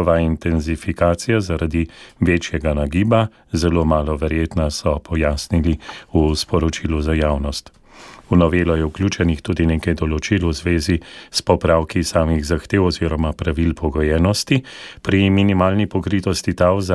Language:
Slovenian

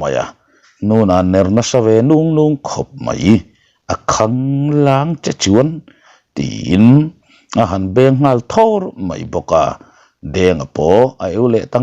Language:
Mizo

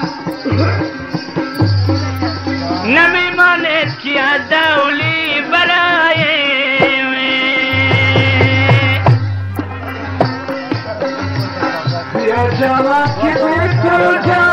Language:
Persian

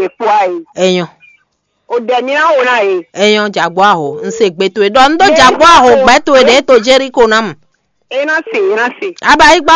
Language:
Fon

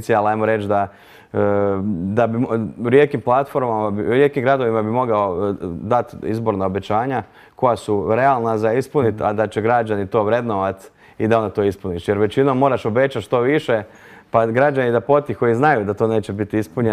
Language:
Croatian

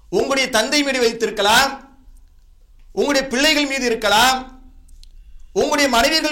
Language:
Tamil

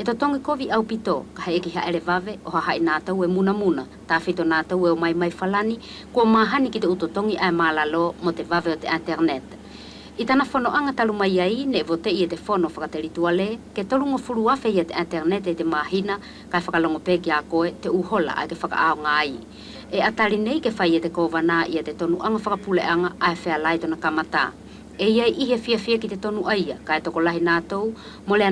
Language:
Wallisian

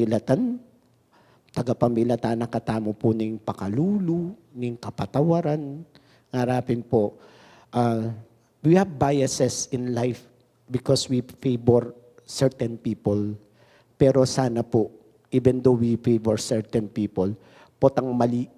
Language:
Pampanga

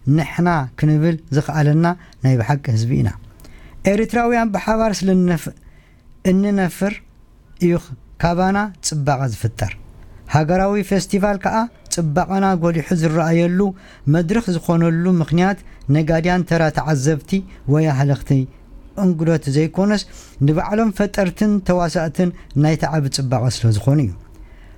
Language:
Tigrinya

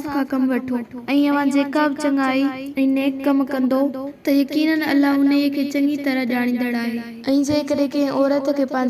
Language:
Sindhi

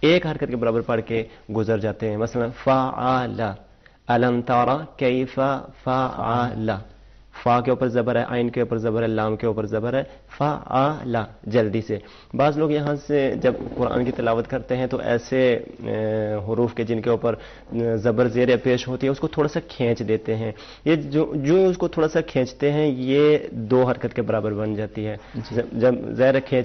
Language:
Urdu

